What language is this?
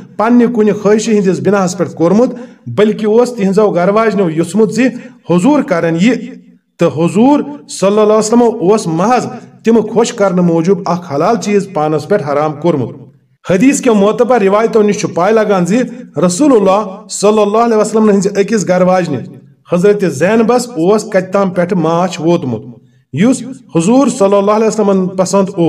Kashmiri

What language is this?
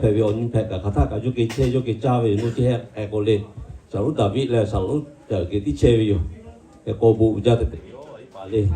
Lahu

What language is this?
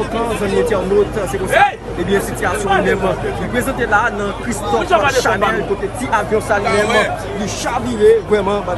Haitian Creole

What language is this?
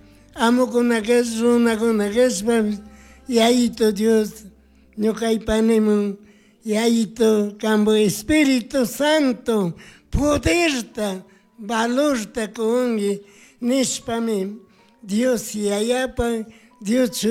Chimborazo Highland Quichua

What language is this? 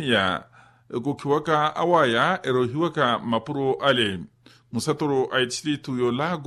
Makhuwa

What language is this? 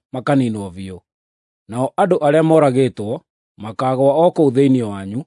Kikuyu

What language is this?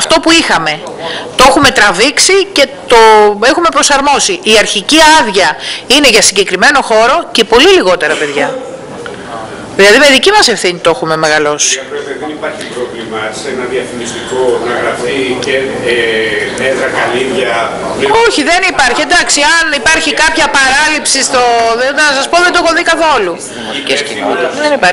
Greek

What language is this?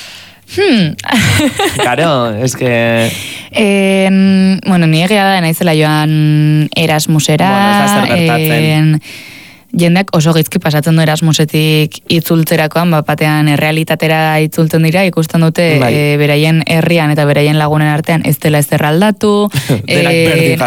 Basque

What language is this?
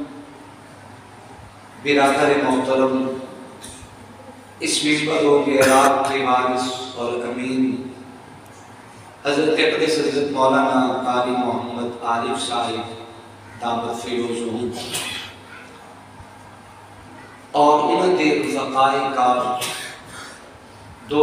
Urdu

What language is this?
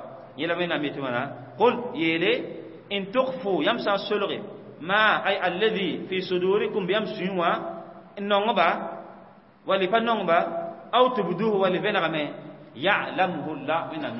Mossi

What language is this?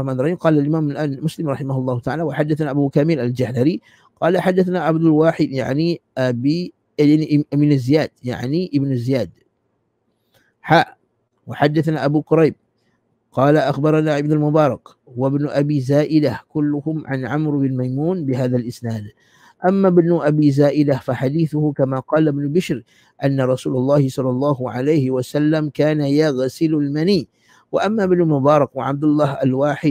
Malay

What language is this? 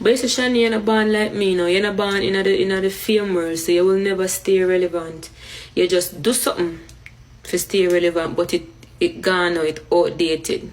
Jamaican Creole English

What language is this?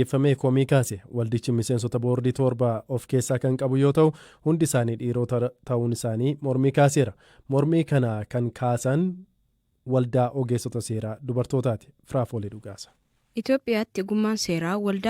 Oromo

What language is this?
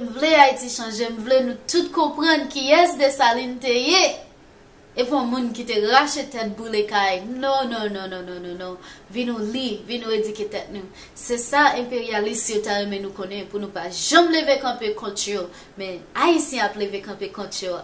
Haitian Creole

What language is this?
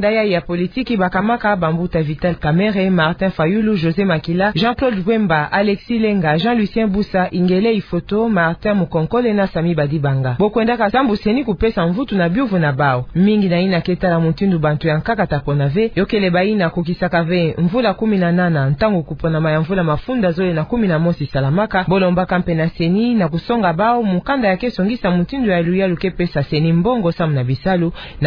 Kituba (Democratic Republic of Congo)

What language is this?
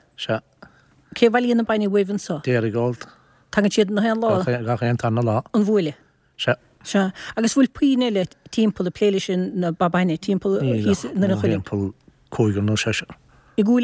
Irish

